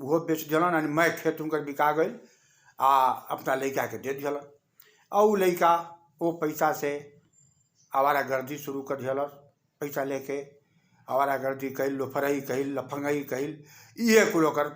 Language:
Bhojpuri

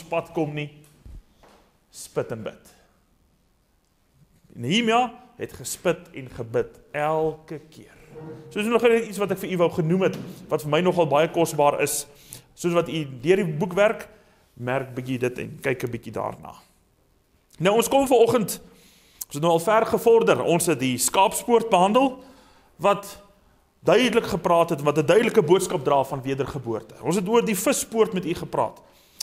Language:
Afrikaans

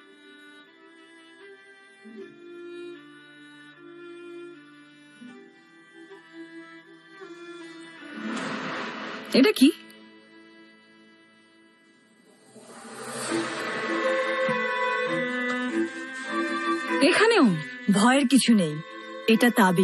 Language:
Bangla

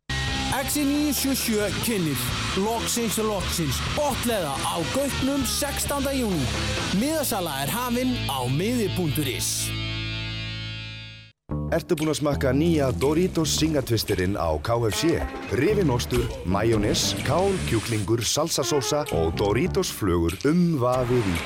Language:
Icelandic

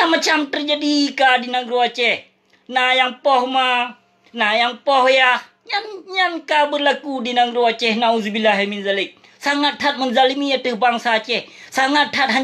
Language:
Achinese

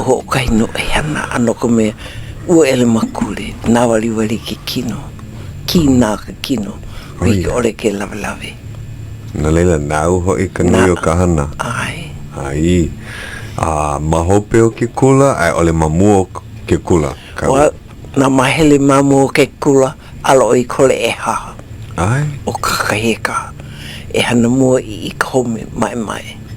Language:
Hawaiian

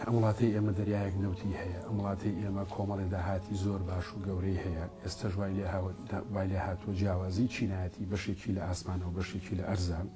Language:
Central Kurdish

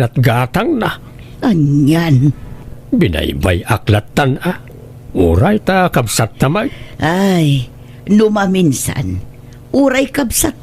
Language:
Iloko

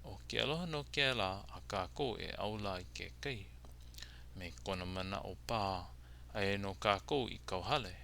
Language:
Hawaiian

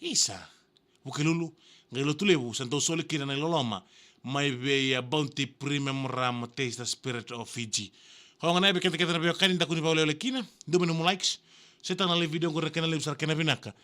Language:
Fijian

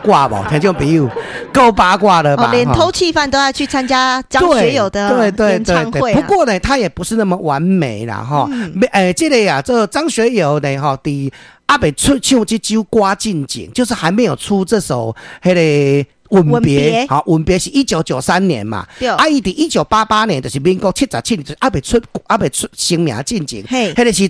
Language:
Min Nan Chinese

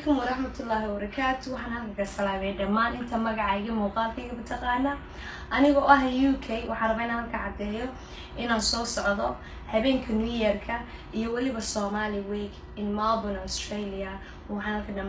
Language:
Somali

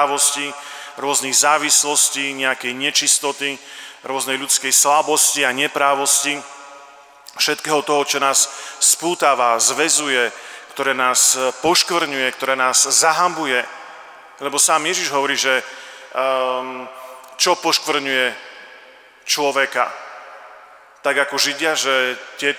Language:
Slovak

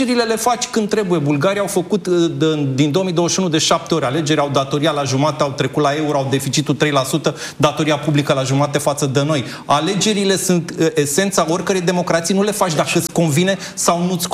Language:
Romanian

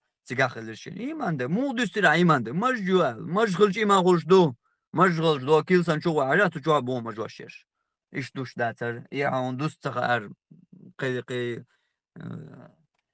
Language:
Chechen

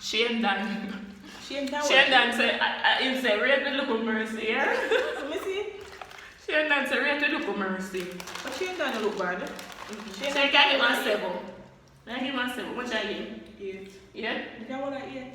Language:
Jamaican Creole English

